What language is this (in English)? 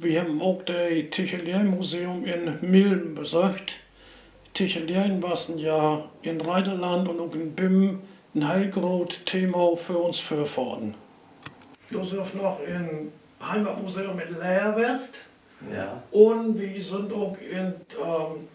Low German